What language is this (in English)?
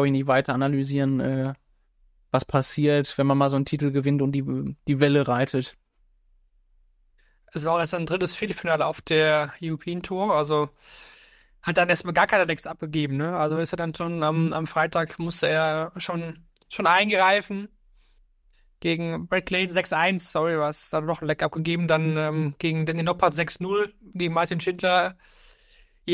German